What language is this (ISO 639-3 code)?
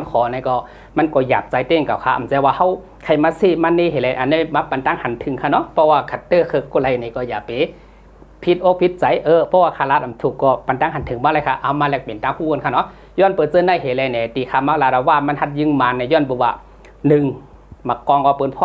shn